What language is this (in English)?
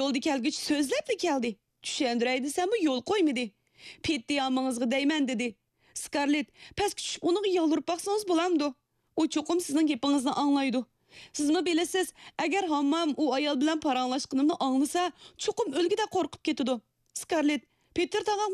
Uyghur